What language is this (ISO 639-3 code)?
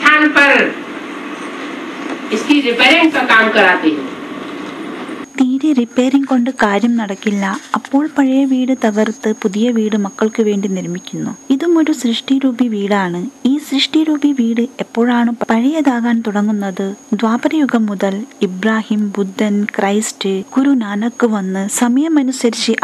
mal